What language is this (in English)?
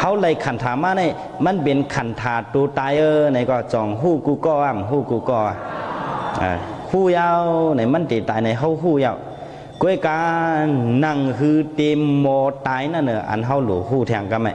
Shan